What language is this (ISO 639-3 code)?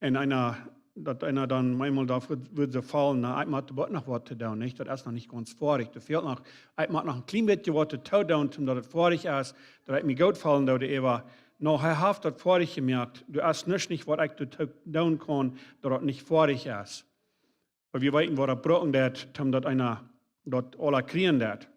pdt